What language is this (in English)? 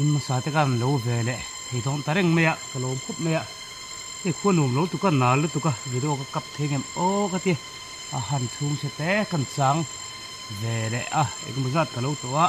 Mizo